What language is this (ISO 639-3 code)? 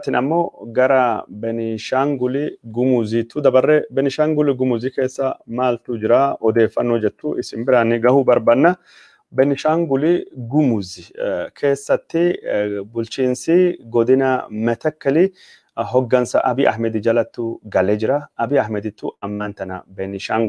orm